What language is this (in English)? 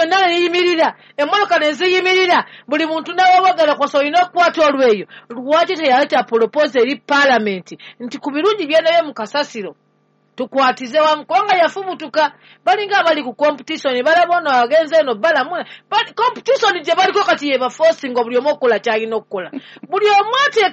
Ganda